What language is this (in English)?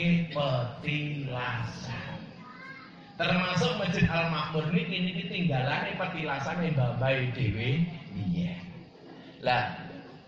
Javanese